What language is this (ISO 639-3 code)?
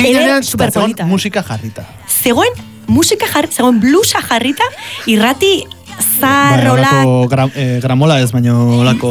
eus